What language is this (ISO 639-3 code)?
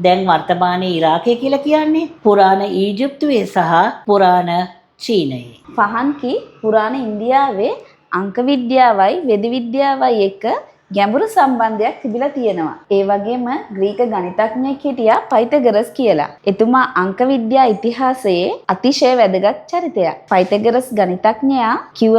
sin